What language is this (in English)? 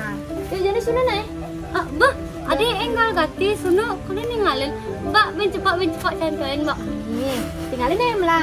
Balinese